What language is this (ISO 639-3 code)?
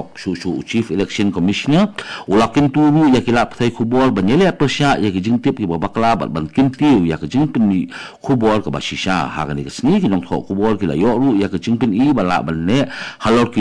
kha